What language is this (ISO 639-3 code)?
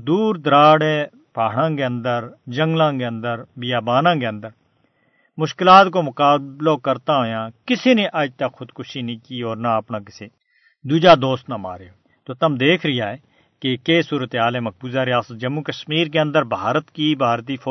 gju